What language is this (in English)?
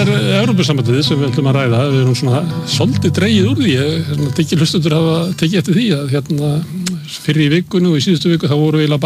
Icelandic